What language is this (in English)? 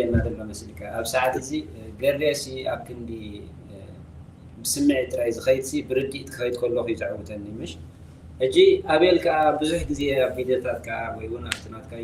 Tigrinya